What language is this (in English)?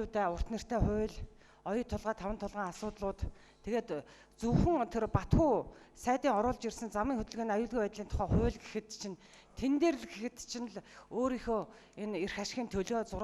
Mongolian